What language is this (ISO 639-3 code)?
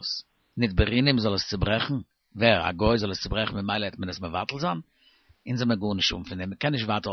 yid